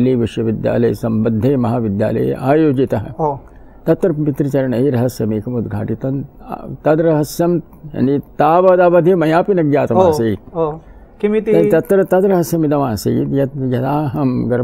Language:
Sanskrit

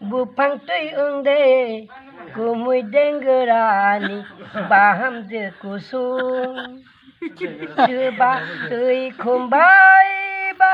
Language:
Kok Borok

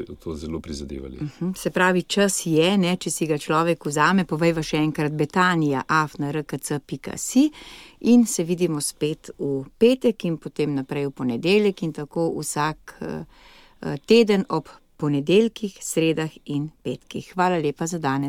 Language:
Slovenian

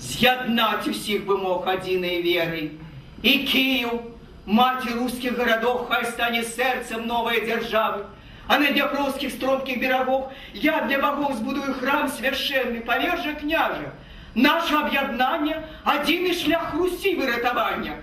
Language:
Belarusian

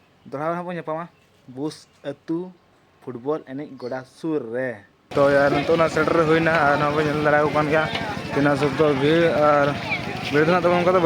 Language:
Santali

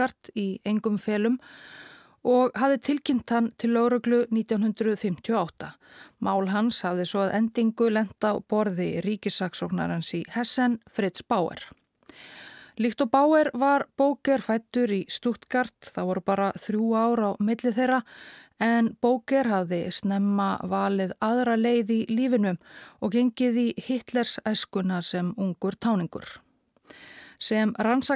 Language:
Icelandic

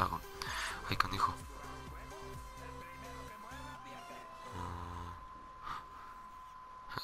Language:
Spanish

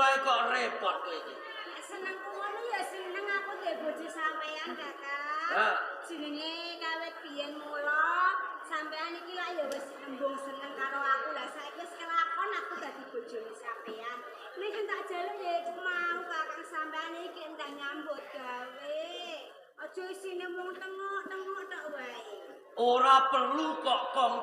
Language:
Javanese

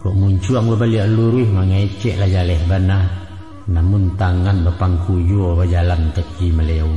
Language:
Minangkabau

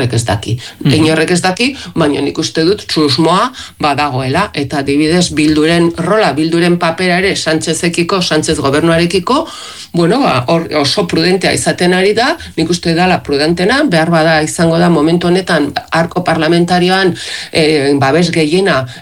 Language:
Basque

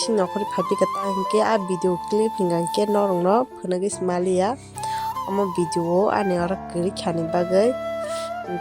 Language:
Kok Borok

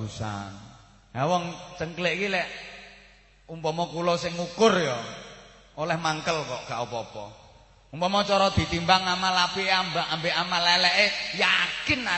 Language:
Javanese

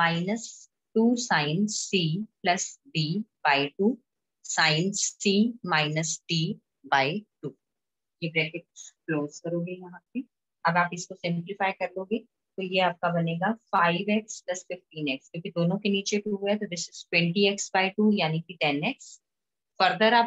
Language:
Hindi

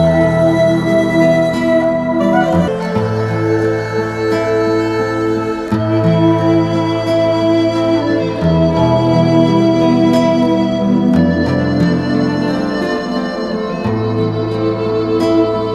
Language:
Ayacucho Quechua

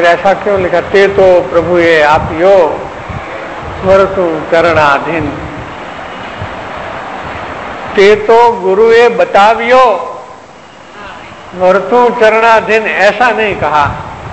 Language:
Hindi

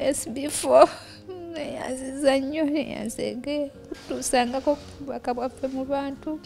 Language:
Ganda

